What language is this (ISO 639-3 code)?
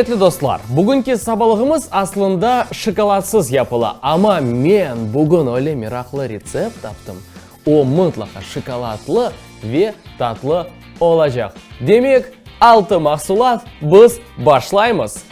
crh